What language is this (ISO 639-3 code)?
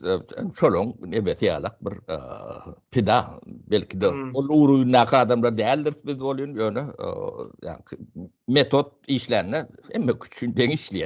tuk